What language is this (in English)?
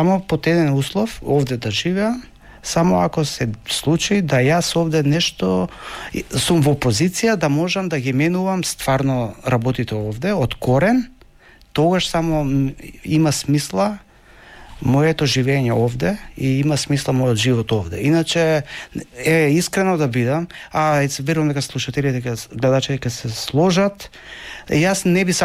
Macedonian